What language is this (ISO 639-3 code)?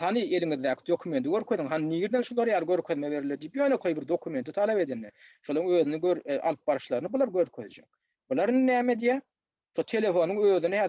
tuk